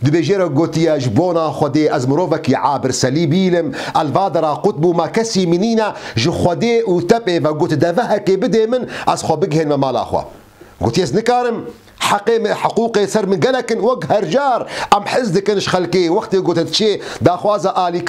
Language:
Kurdish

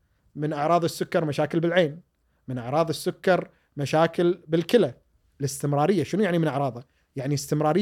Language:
Gulf Arabic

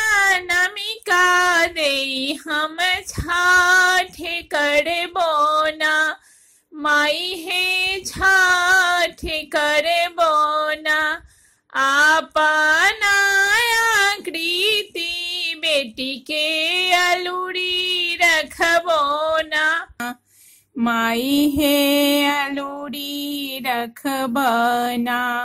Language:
Bhojpuri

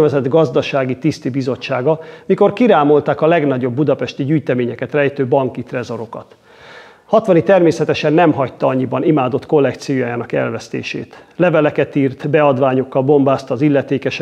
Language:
Hungarian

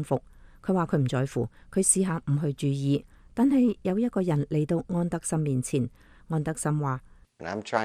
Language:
Cantonese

